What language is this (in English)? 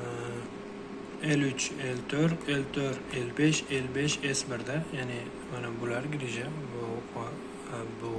Uzbek